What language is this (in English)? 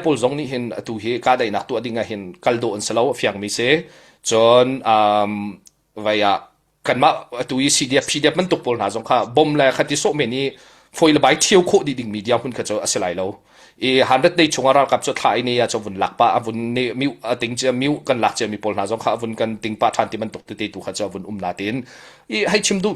Hakha Chin